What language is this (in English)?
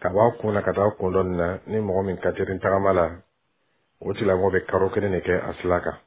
Bambara